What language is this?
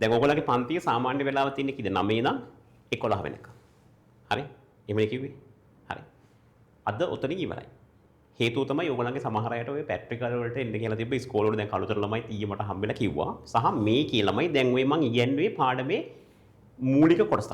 Sinhala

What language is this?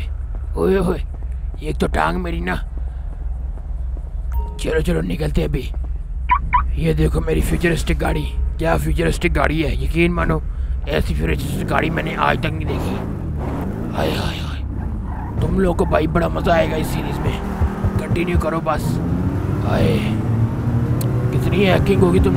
Hindi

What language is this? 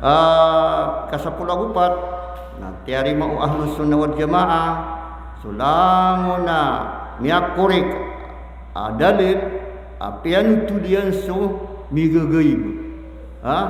Maranao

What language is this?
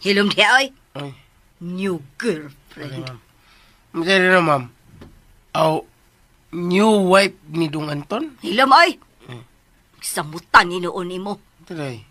Cebuano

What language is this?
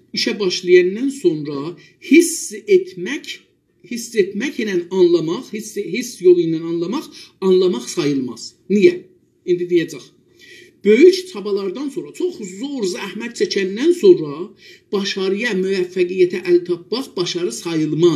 South Azerbaijani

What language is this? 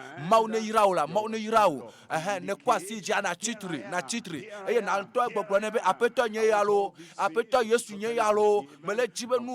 Ewe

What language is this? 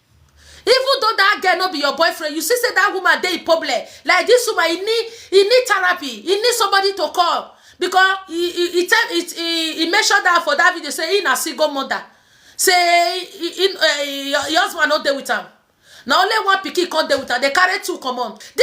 Nigerian Pidgin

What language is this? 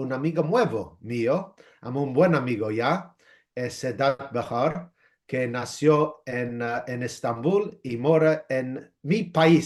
Ladino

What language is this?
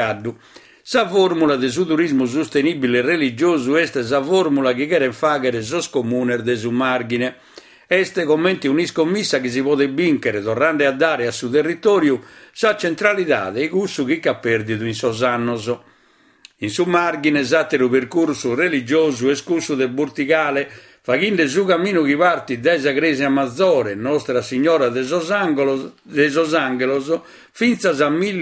Sardinian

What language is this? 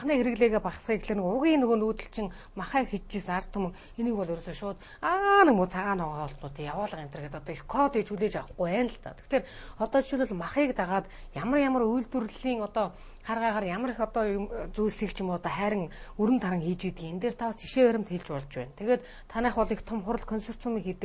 Mongolian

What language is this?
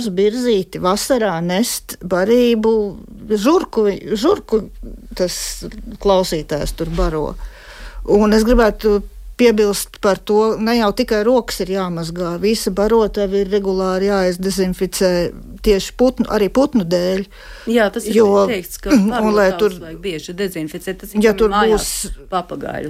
Latvian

